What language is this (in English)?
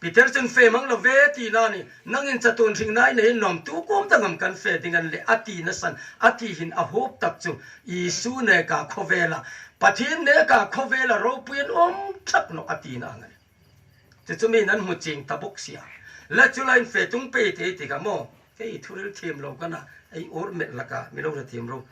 Hmar